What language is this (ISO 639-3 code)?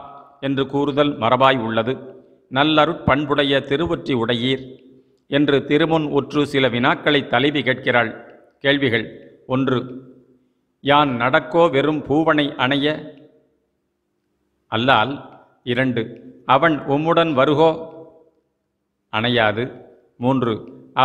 tam